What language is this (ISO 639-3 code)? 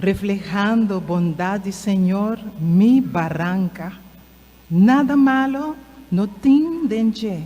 pap